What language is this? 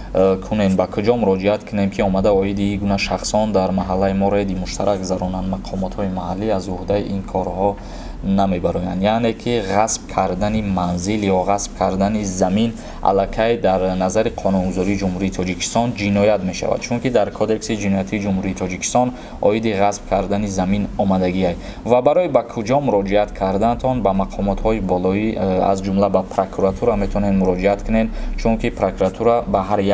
Tajik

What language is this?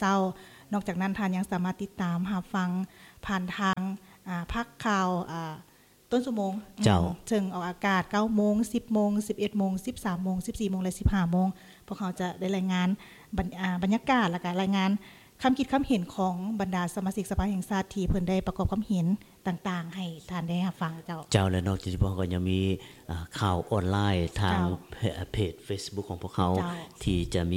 Lao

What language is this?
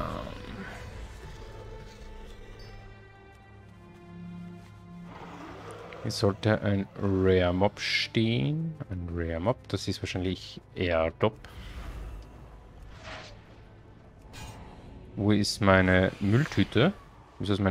German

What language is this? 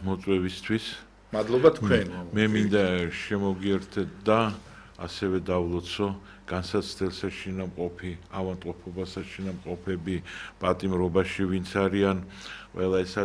Georgian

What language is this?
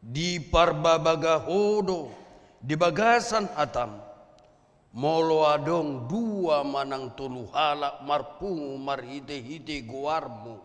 Batak Toba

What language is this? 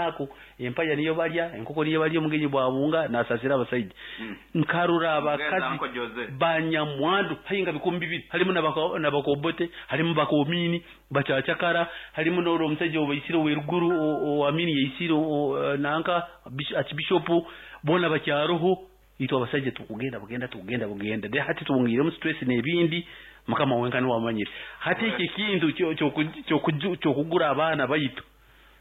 Nyankole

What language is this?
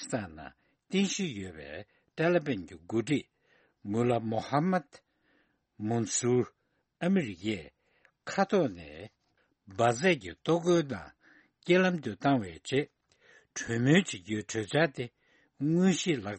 Tibetan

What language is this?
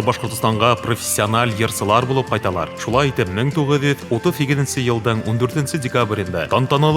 Bashkir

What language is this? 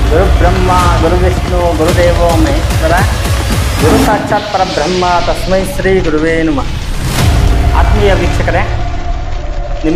Kannada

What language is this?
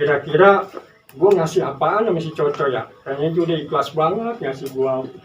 Betawi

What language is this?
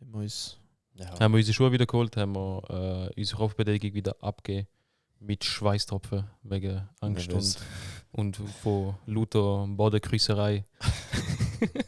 Swiss German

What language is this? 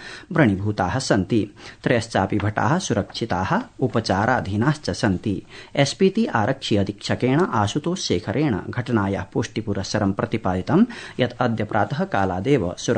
Sanskrit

